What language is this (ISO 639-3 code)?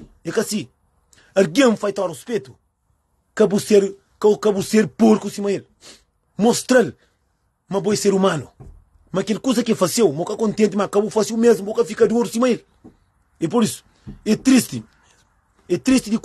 kea